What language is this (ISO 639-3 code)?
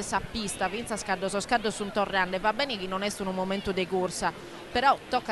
srd